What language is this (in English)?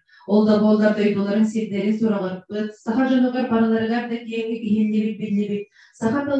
Yakut